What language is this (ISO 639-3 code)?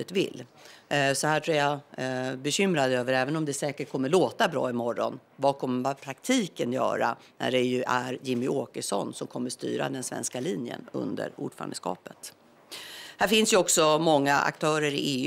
swe